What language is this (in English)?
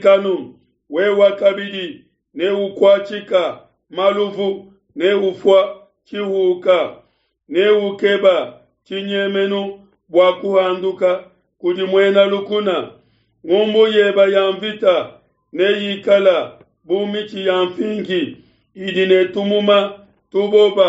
Luba-Lulua